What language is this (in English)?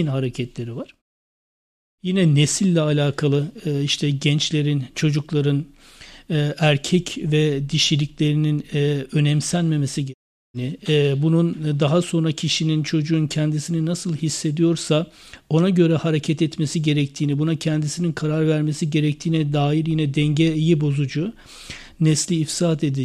Turkish